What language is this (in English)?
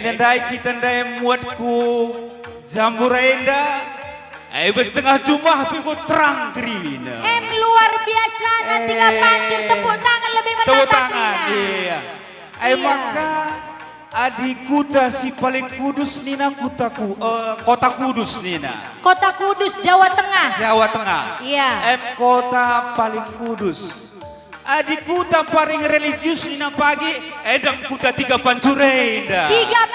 Batak Karo